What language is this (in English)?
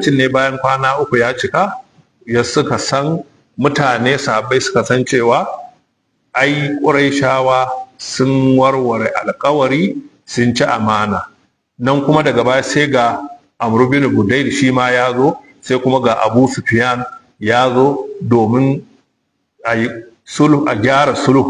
Hausa